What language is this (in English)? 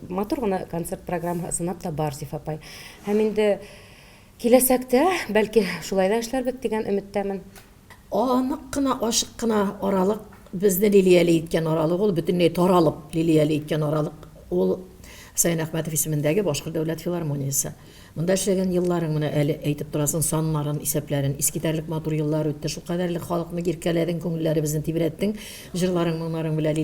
Bashkir